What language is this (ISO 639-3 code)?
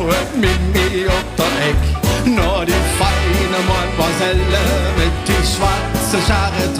lim